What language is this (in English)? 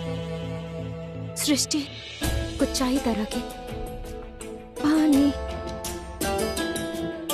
Bhojpuri